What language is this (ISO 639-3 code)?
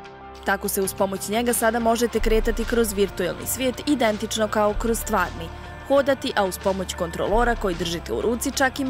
bos